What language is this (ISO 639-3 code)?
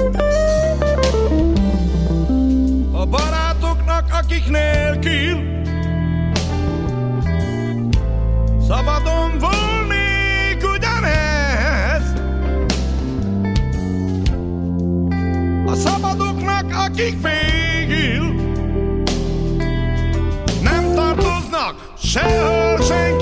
hun